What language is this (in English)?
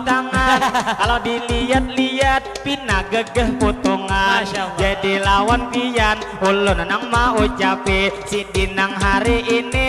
Banjar